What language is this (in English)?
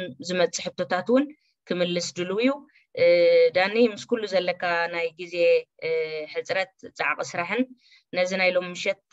Tigrinya